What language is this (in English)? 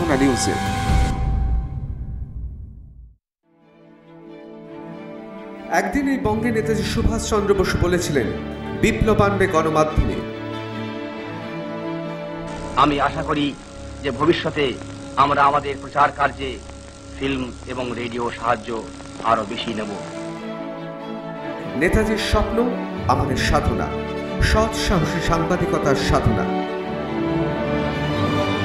Bangla